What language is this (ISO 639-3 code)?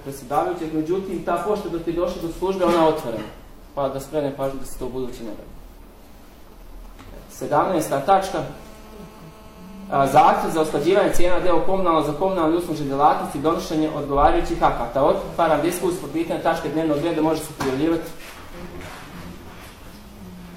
bos